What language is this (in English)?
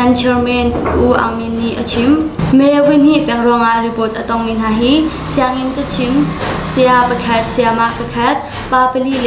Hakha Chin